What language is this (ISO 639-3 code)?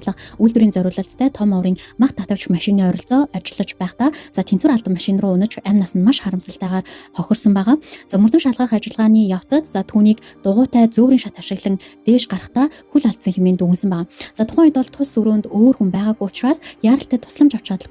mon